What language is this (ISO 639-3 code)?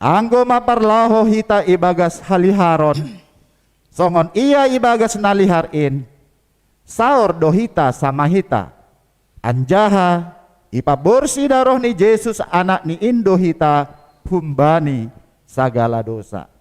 bts